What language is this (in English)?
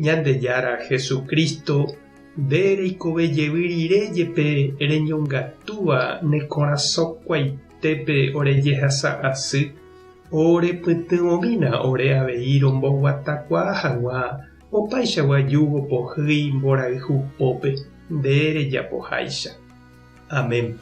Guarani